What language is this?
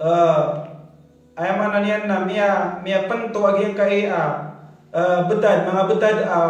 Maranao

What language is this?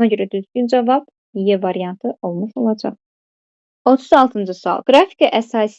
Azerbaijani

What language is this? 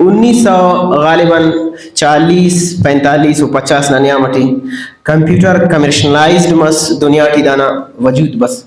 Brahui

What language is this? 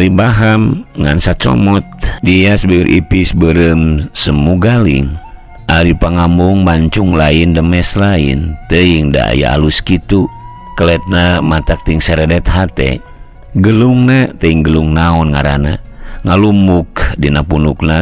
Sundanese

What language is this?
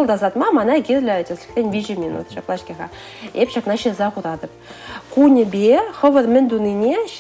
Chuvash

